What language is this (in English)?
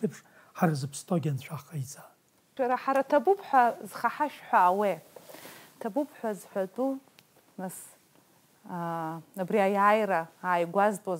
Abkhazian